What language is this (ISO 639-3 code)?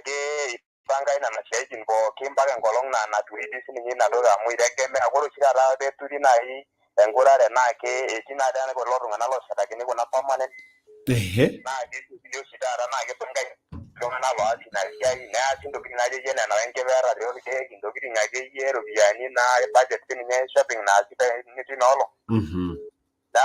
mas